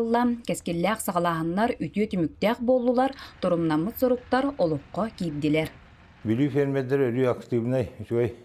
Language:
Yakut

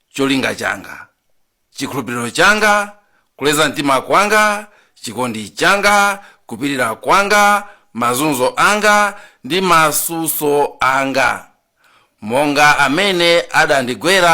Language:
Nyanja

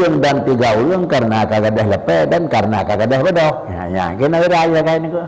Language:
Achinese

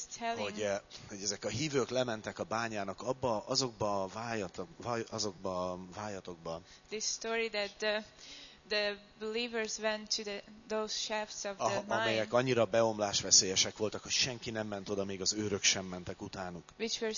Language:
Hungarian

